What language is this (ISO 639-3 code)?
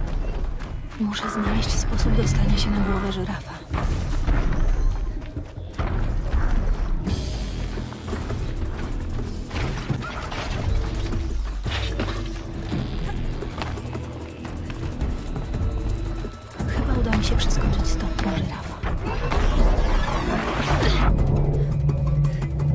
pol